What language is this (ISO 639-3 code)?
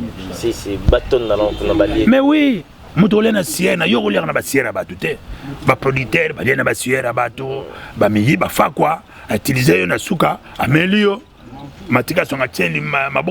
lin